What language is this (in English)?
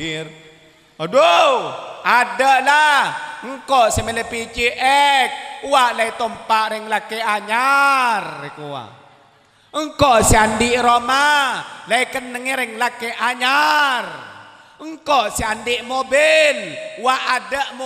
Madurese